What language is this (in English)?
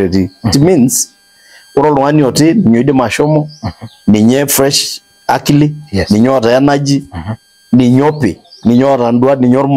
Masai